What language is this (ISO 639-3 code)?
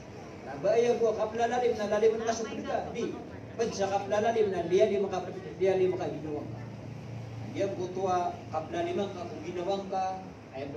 mrw